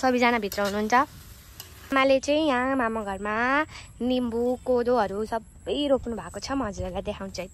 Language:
Nepali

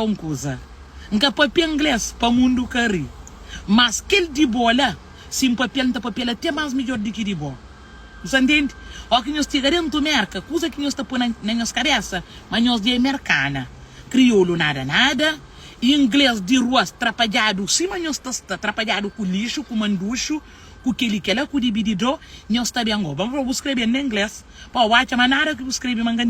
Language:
Kabuverdianu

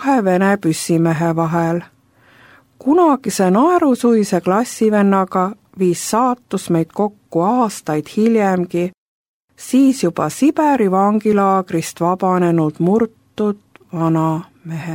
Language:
Estonian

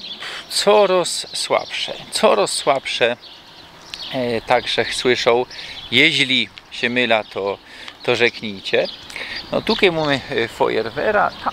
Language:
Silesian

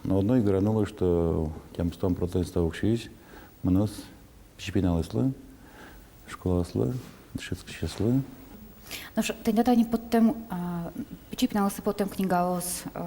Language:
Udmurt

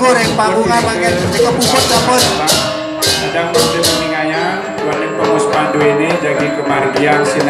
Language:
Balinese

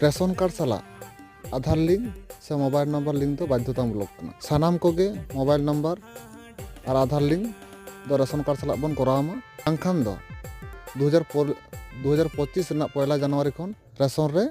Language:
Santali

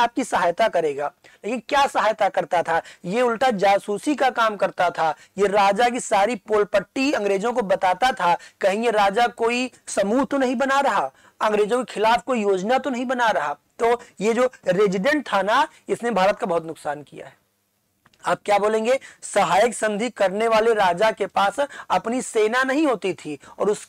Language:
Hindi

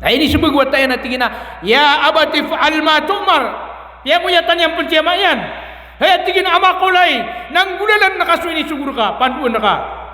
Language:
Maranao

